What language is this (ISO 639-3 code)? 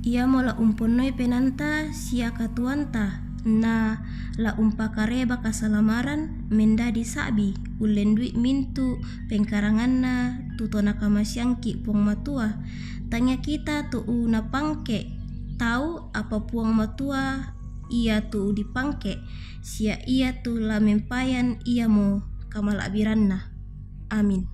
sda